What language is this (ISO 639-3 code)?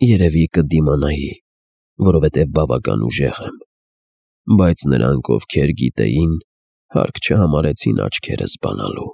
hye